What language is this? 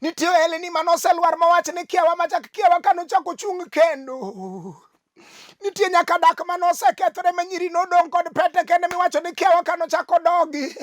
Luo (Kenya and Tanzania)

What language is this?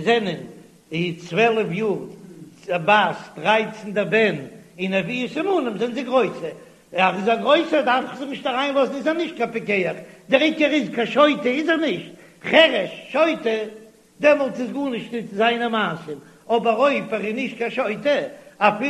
Yiddish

